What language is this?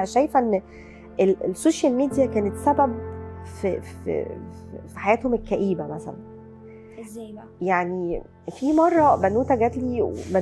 Egyptian Arabic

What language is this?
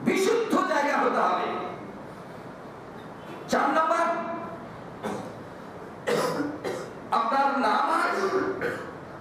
Bangla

